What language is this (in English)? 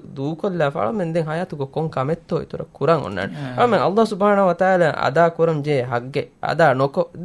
Divehi